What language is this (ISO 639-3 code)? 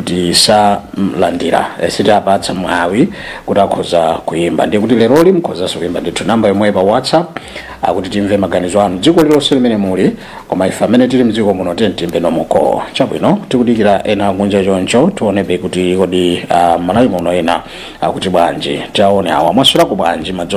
nya